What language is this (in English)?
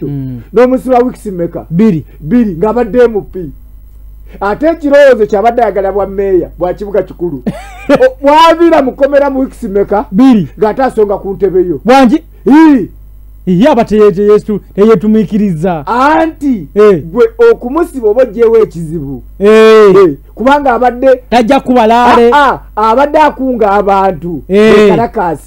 Ganda